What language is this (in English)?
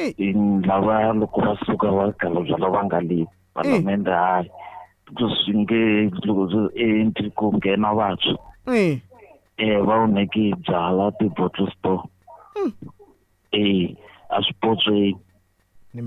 Tsonga